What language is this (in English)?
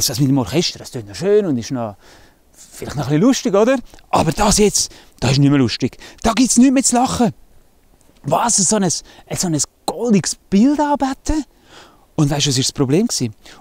Swiss German